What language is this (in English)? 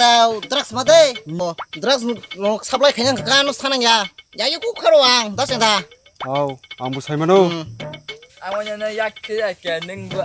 Kok Borok